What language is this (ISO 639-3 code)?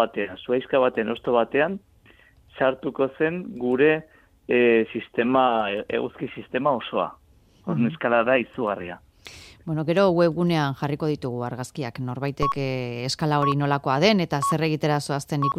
eus